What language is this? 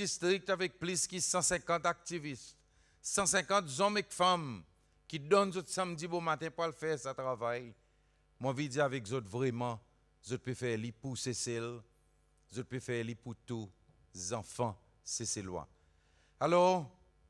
Seselwa Creole French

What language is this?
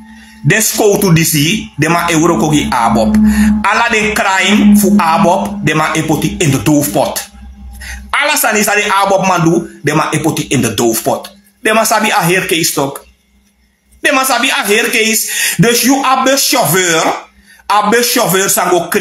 Sranan Tongo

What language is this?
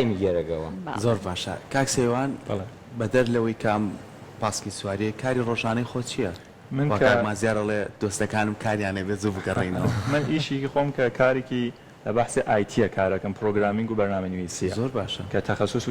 Central Kurdish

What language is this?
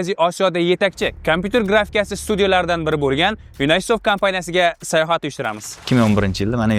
Uzbek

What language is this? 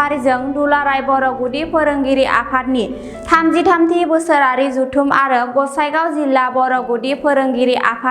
Bodo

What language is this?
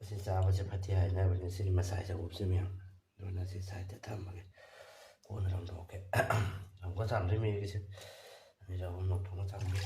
Manipuri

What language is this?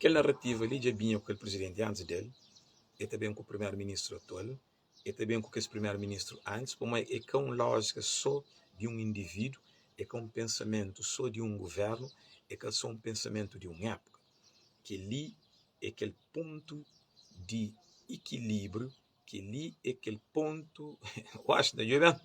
Kabuverdianu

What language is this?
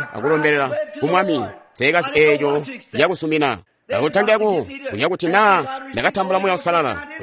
Tonga (Zambia)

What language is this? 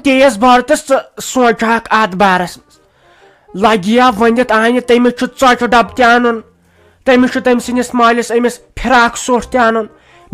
Kashmiri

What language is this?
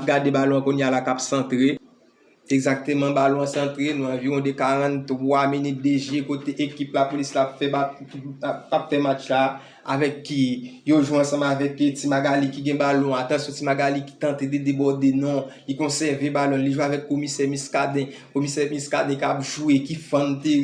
Haitian Creole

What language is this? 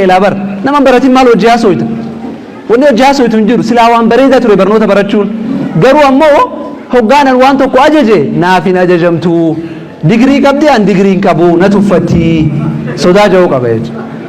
Oromo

